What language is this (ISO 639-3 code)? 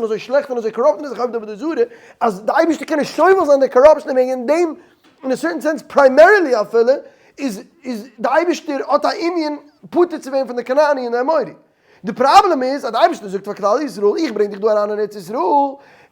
yid